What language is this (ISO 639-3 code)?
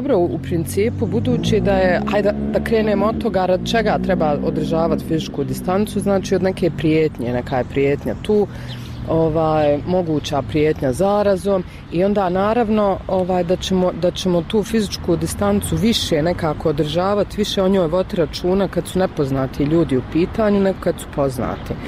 bos